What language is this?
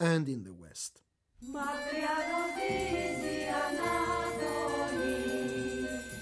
Greek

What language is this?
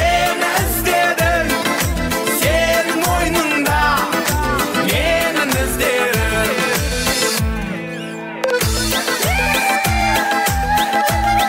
Kara-Kalpak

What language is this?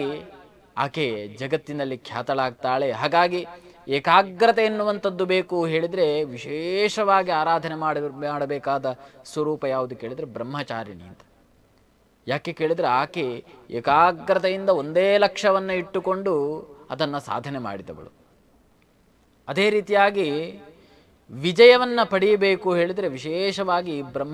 Kannada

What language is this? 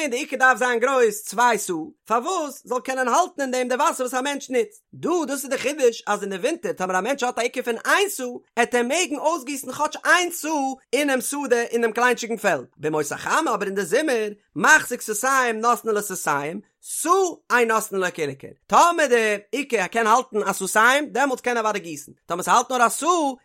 Yiddish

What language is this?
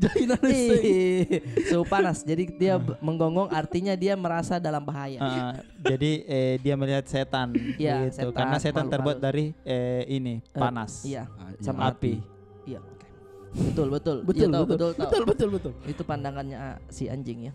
Makassar Malay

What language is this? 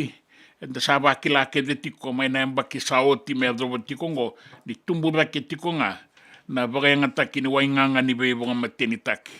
Fijian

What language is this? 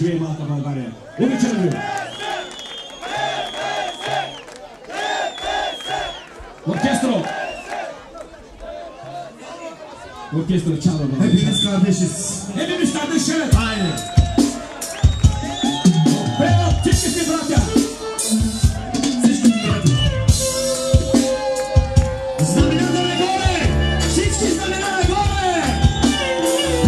Bulgarian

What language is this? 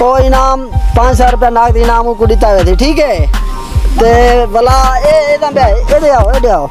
Saraiki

